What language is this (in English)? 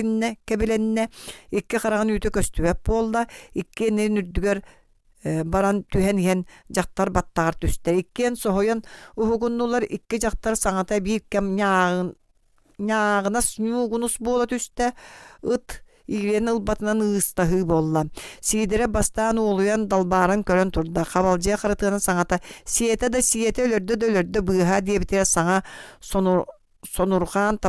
Yakut